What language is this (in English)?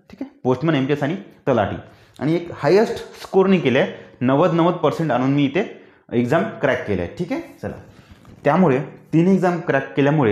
Marathi